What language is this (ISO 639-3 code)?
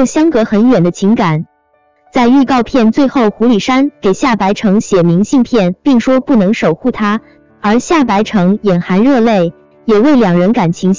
zho